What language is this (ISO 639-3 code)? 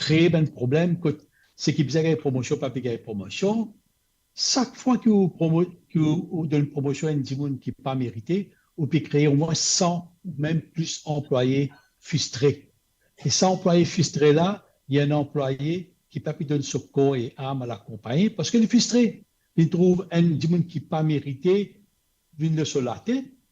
mfe